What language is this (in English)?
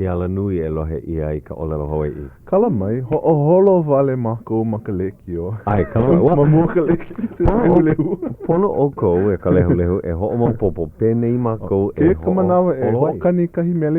Hawaiian